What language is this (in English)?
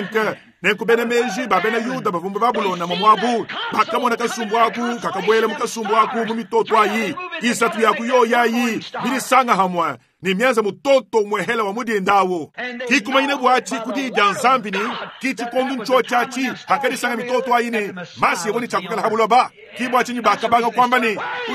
Luba-Lulua